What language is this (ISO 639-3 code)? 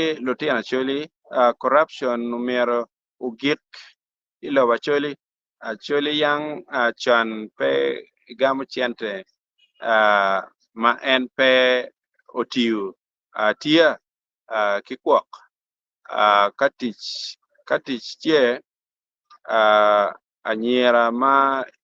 ach